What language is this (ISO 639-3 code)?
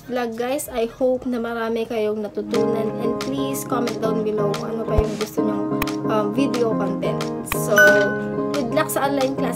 fil